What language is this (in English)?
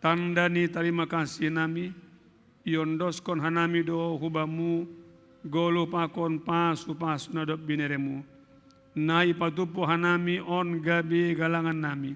Batak Simalungun